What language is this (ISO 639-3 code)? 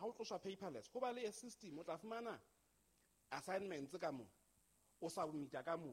sot